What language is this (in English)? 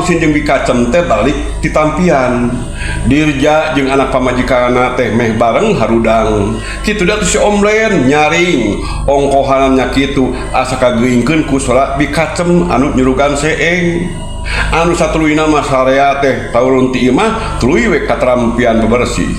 Sundanese